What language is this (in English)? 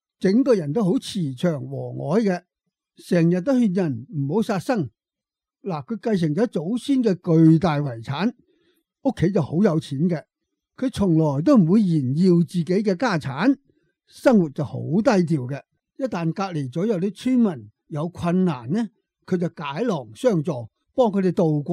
Cantonese